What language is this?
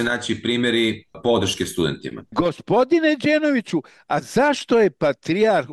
Serbian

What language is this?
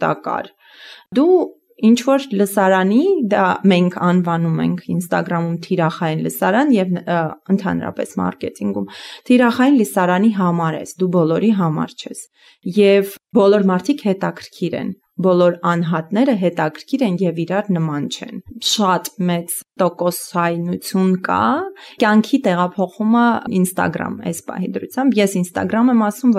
Armenian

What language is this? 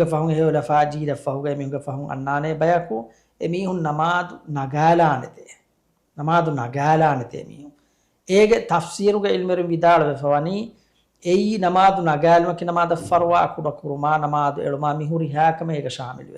Divehi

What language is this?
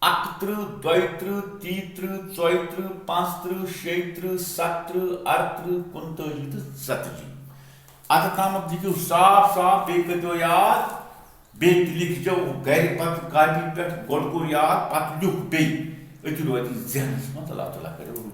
Kashmiri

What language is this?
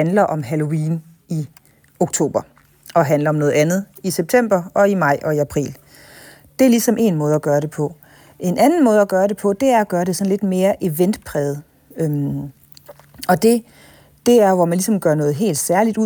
Danish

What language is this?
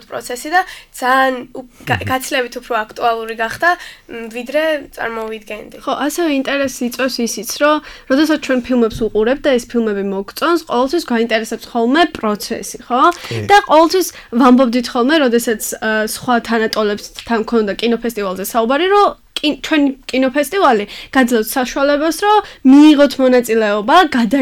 Georgian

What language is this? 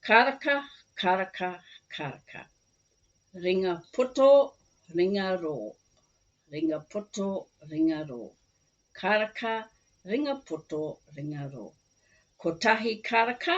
Māori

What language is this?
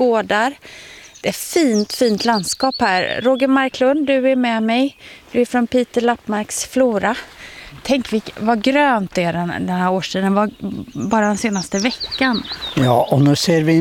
Swedish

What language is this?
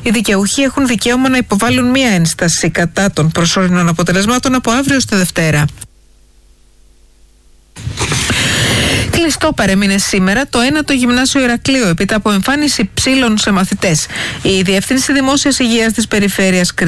Greek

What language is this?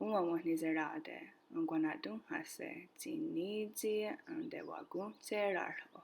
Mohawk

